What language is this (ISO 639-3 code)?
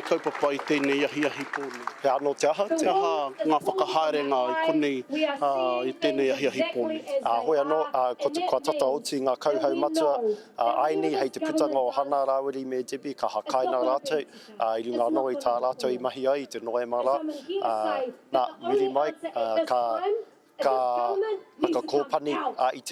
mri